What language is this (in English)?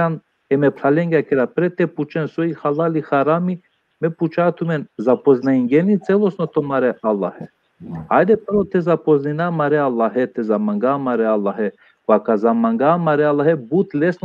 Balkan Romani